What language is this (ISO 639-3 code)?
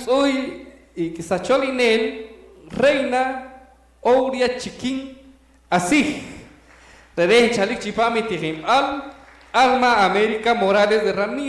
poh